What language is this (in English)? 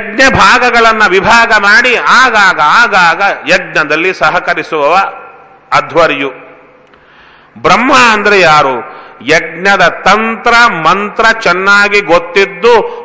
Kannada